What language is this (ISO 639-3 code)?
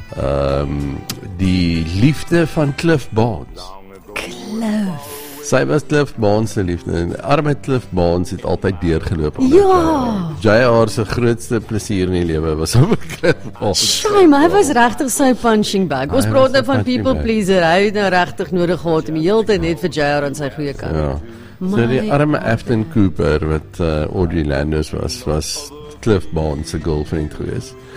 afr